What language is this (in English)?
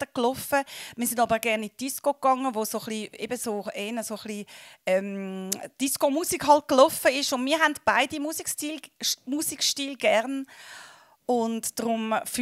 Swiss German